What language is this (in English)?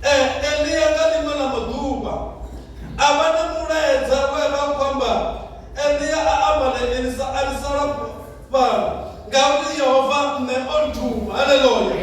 Venda